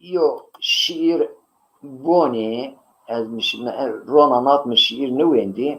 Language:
Zaza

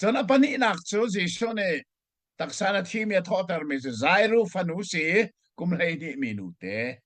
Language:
Hakha Chin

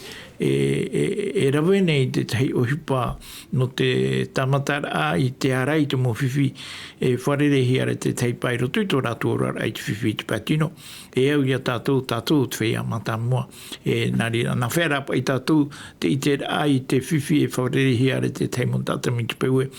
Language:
Tahitian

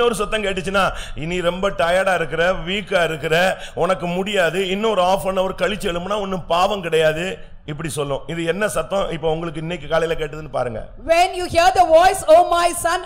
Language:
Tamil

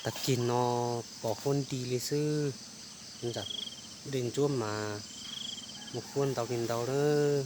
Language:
Hmong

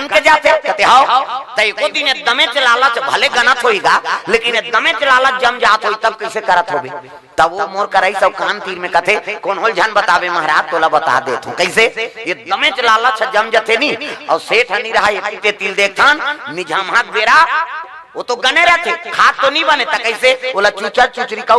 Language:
Chhattisgarhi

